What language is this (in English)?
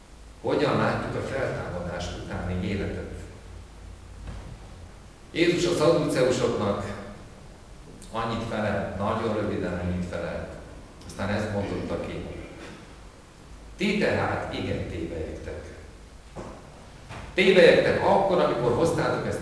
Hungarian